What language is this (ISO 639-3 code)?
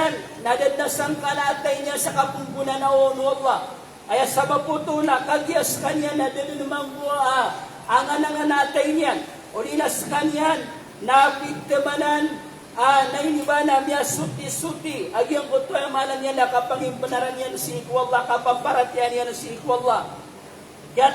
mrw